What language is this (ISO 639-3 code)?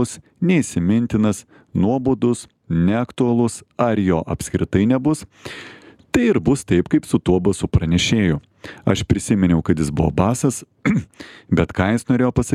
lit